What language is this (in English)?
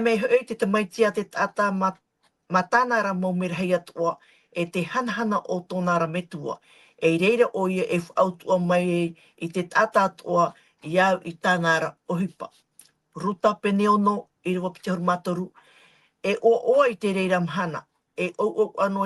Tahitian